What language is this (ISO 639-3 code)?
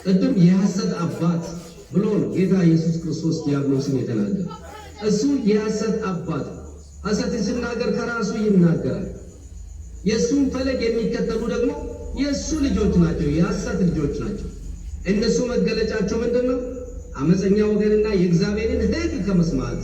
amh